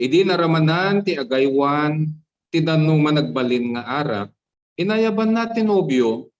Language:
Iloko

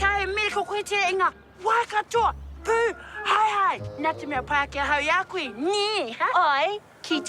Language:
Māori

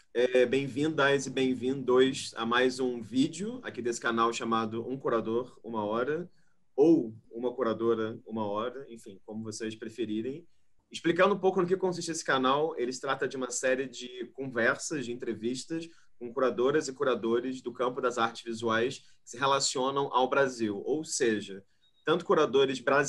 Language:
Portuguese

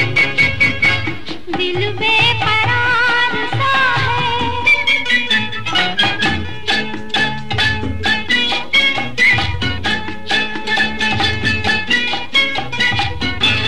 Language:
Hindi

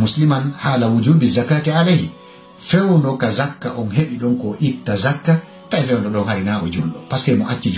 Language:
Fula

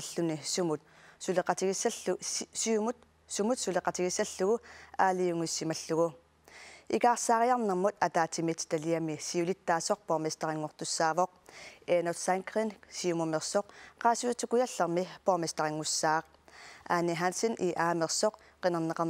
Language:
Kalaallisut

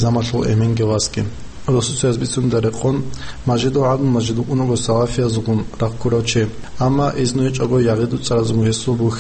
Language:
Avaric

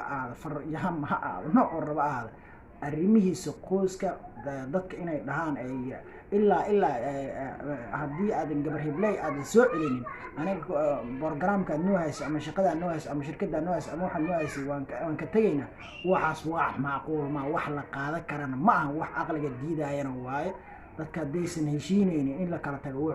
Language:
Somali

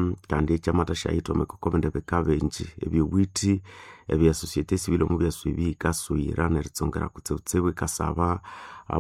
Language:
Nande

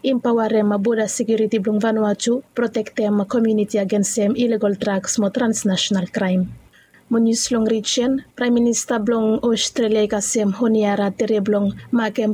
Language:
Bislama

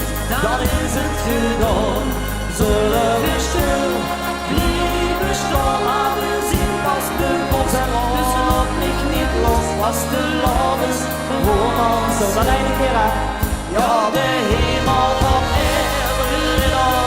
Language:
Limburgish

